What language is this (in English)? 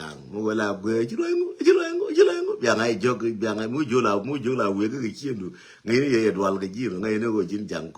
Nuer